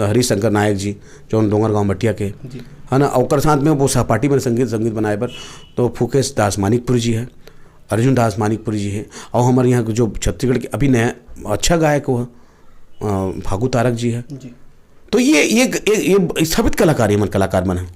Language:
Chhattisgarhi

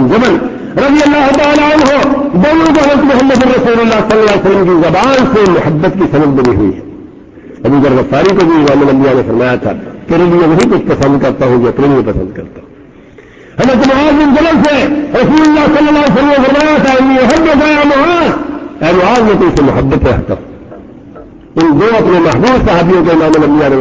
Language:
Urdu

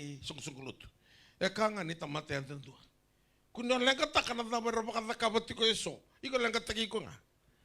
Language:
Fijian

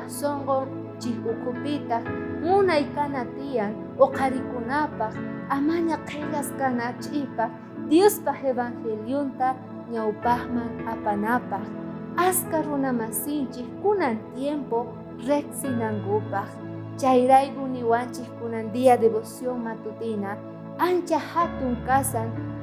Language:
South Bolivian Quechua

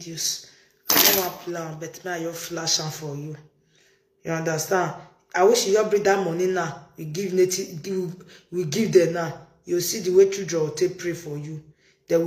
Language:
Nigerian Pidgin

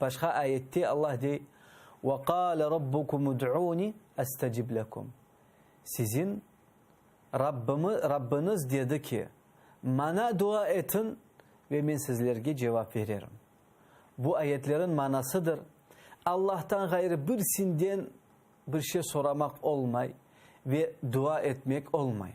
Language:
Crimean Tatar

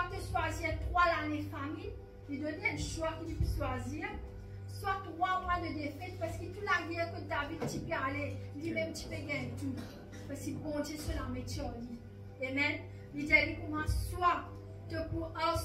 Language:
Morisyen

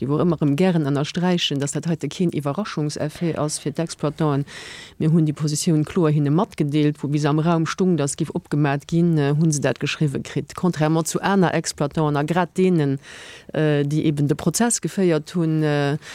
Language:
Luxembourgish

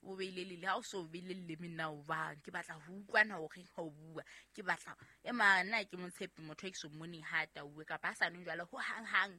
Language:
Southern Sotho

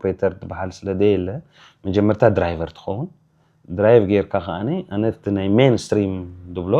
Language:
Tigrinya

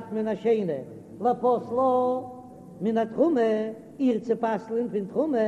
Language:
Yiddish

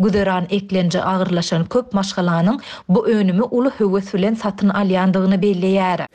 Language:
Turkmen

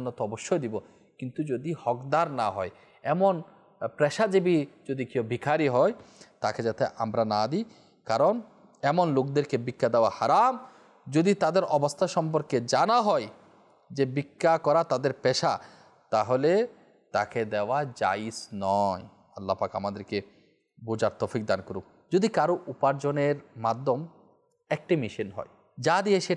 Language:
Bangla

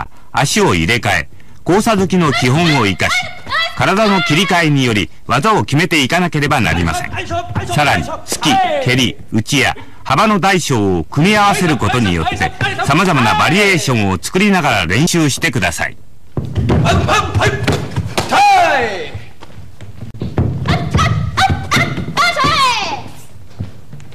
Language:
Japanese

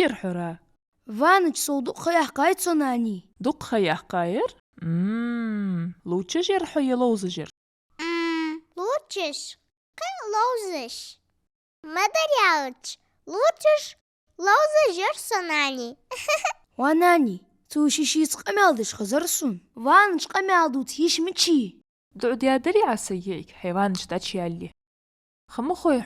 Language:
Ingush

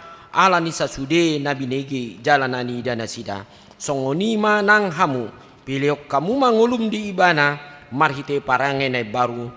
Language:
Batak Toba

